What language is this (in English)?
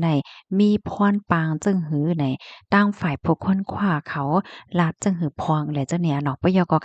Shan